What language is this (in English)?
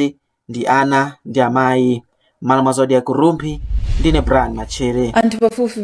Nyanja